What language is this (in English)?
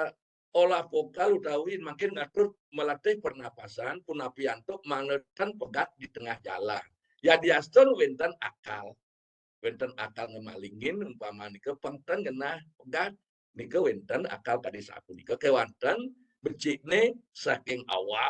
Balinese